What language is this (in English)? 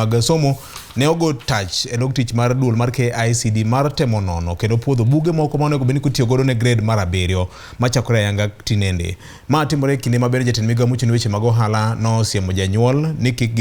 Luo (Kenya and Tanzania)